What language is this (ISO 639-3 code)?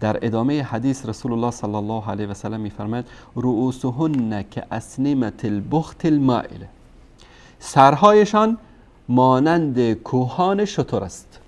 fas